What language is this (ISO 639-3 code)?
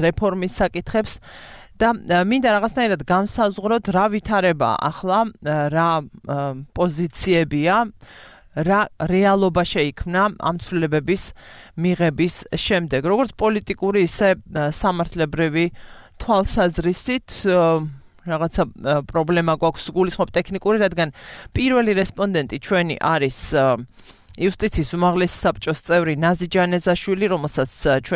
kat